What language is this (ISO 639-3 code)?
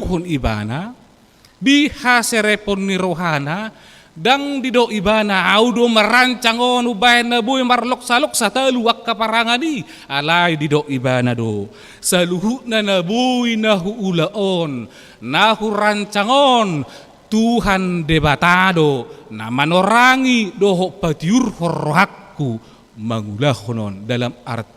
bbc